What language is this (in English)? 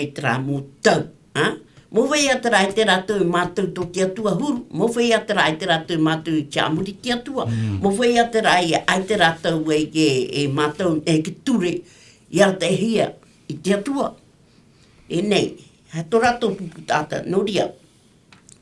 Tahitian